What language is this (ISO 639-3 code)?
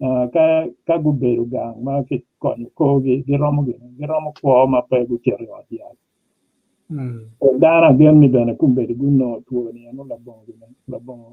ach